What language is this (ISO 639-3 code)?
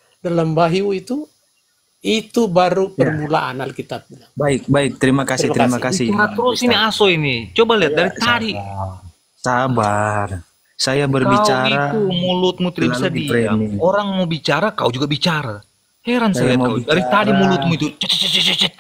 ind